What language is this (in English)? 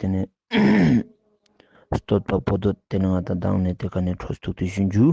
Ladakhi